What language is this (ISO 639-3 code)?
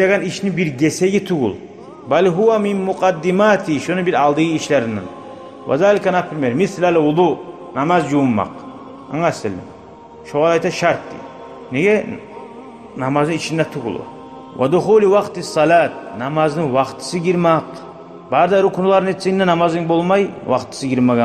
kum